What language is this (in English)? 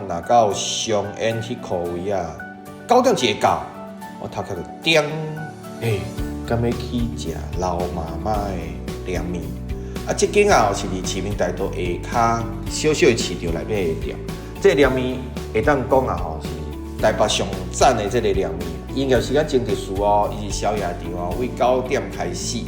Min Nan Chinese